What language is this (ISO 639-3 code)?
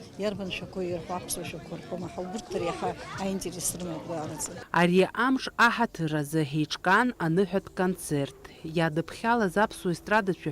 abk